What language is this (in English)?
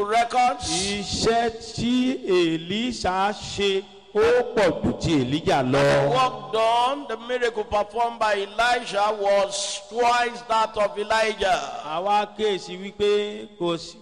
Yoruba